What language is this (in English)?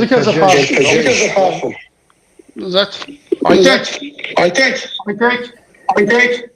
Kabardian